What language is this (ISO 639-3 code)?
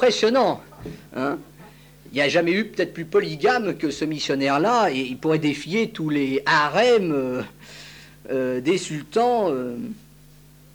fra